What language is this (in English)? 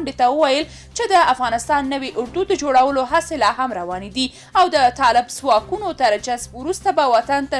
Pashto